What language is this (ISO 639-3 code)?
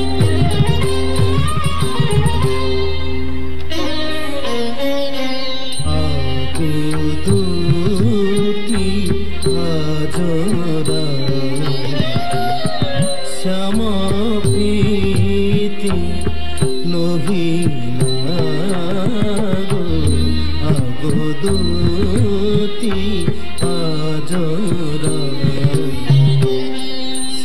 ori